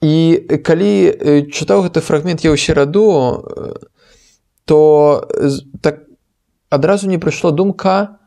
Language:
Belarusian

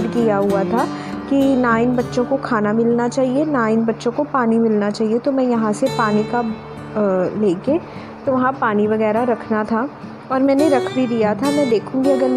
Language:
Hindi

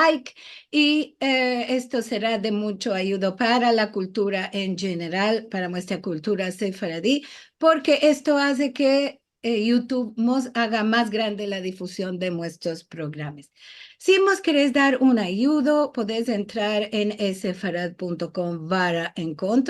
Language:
Ladino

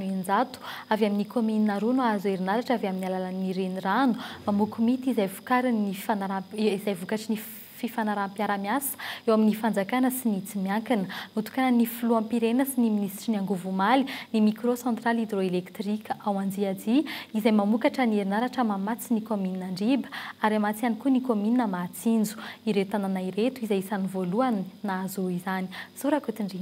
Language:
Malagasy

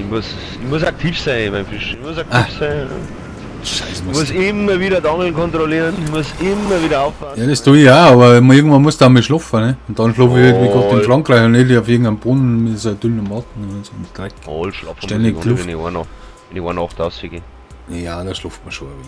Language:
Bavarian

